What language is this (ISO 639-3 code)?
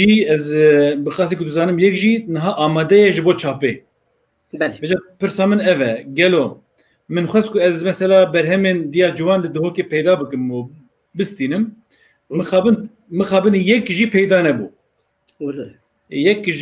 kur